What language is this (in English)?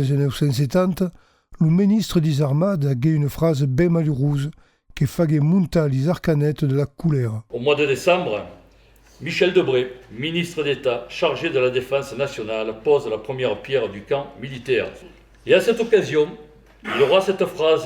Occitan